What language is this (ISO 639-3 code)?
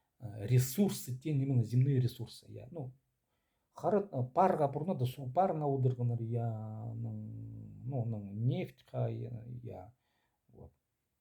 kjh